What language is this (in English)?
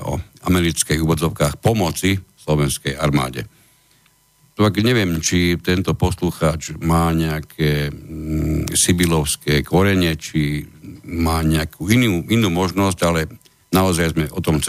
Slovak